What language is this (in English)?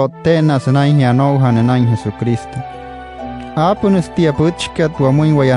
Wayuu